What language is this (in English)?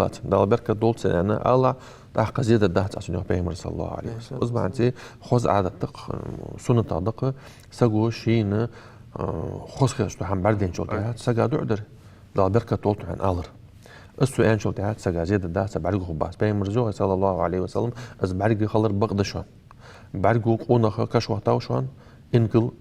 Ingush